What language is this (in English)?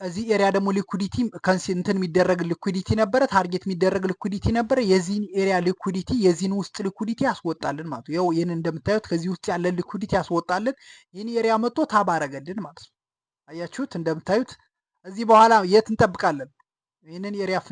Amharic